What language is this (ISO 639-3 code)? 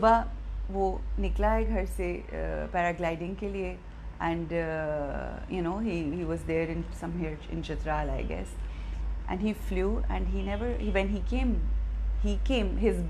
urd